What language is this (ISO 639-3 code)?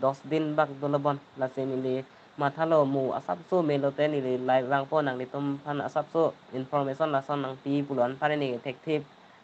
mjw